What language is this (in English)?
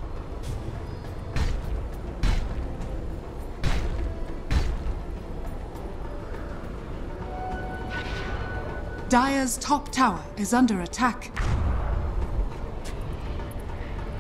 English